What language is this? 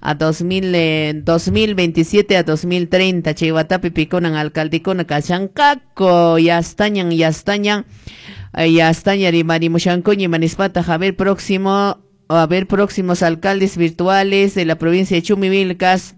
Quechua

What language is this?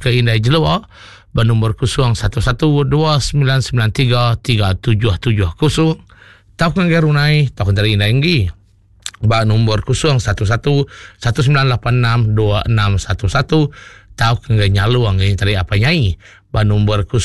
Iban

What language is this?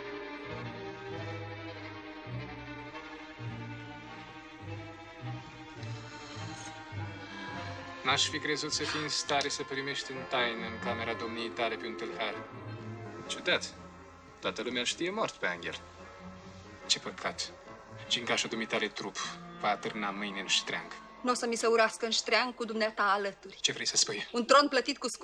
Romanian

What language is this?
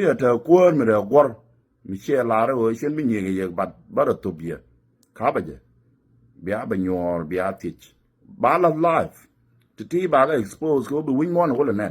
Nuer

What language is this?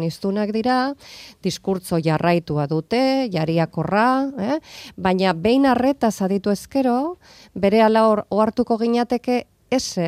Basque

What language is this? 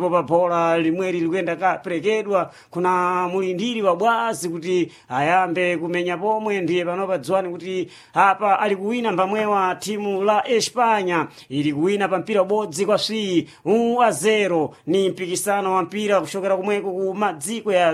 Sena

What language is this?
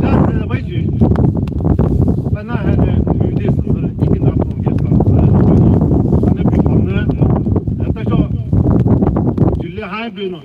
Poumei Naga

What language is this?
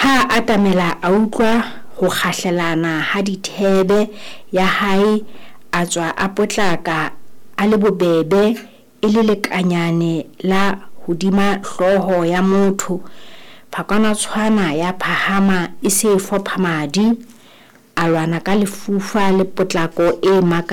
Southern Sotho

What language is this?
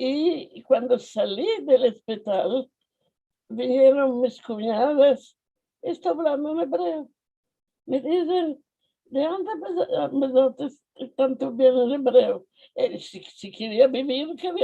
Ladino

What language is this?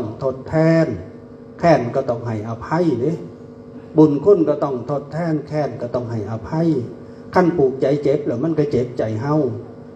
Northeastern Thai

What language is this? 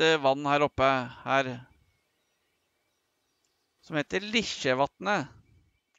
Norwegian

